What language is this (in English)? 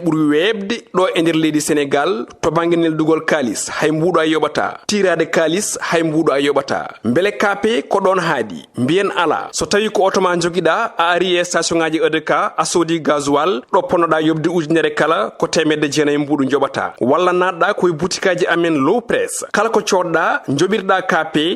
Fula